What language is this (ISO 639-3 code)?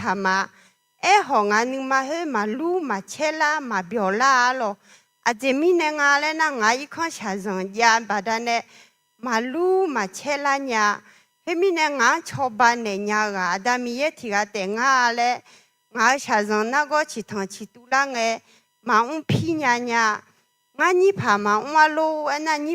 ahk